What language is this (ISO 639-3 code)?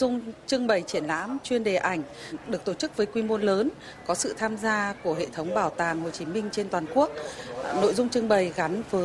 vie